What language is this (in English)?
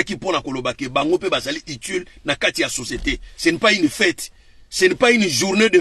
Lingala